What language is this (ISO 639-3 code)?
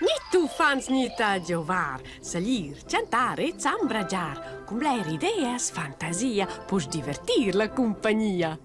roh